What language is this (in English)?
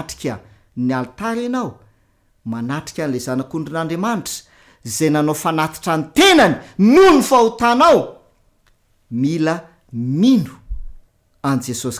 Malagasy